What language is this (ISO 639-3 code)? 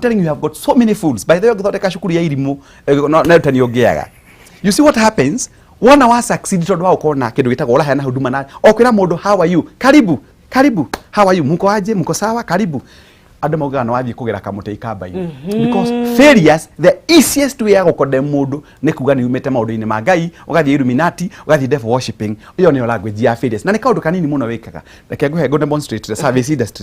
kik